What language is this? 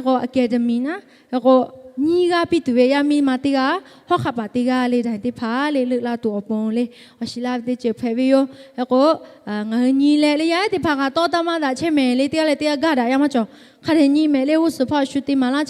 Lahu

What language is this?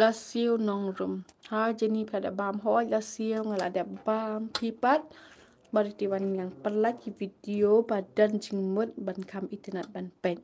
Khasi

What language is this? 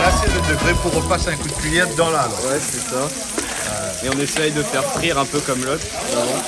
Réunion Creole French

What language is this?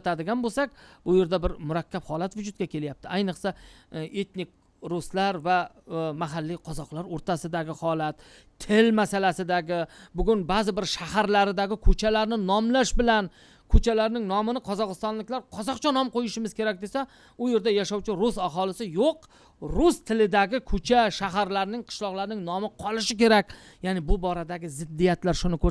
Uzbek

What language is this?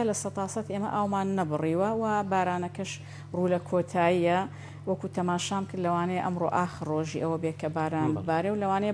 Central Kurdish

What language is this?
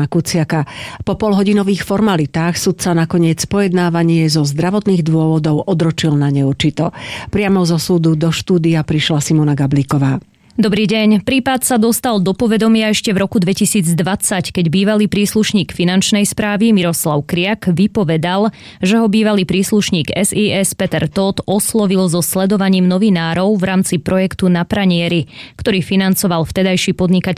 Slovak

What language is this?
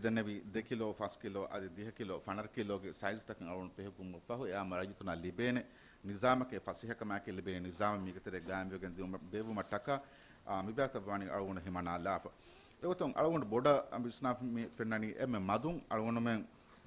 Divehi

